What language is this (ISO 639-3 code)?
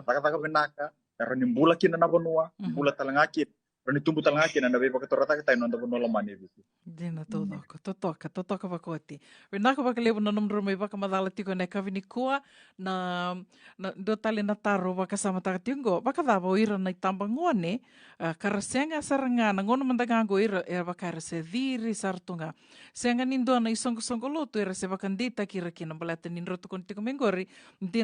fij